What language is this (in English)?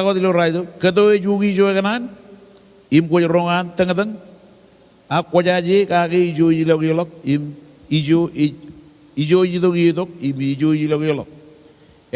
Marshallese